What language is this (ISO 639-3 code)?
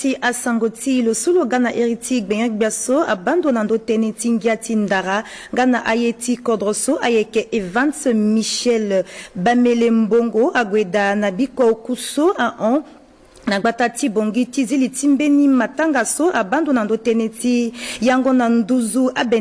sag